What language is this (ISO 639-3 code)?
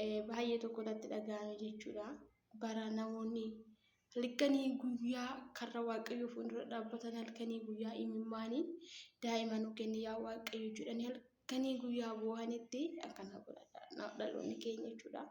orm